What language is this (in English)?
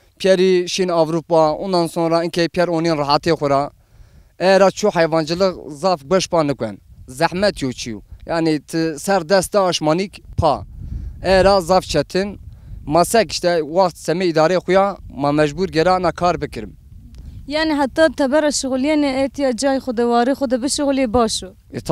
Zaza